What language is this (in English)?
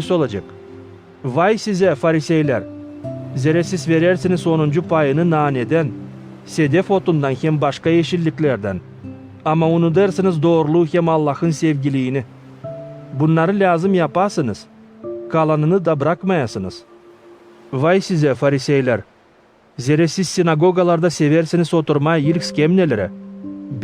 Gagauz